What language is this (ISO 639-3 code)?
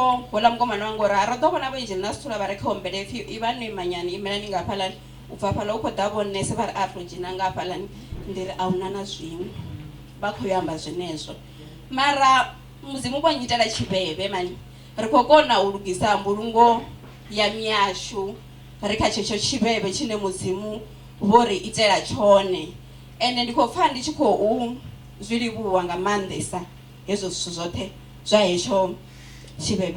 ven